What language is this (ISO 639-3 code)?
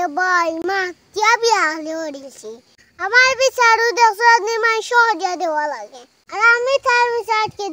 syl